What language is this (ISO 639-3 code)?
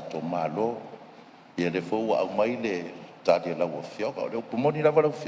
smo